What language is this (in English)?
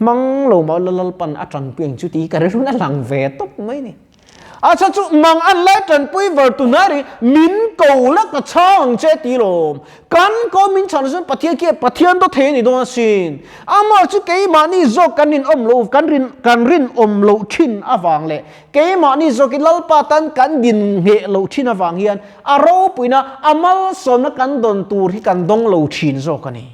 Mizo